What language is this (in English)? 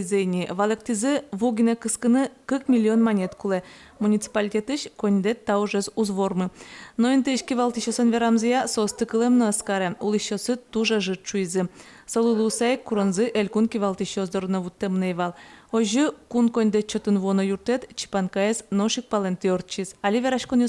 Udmurt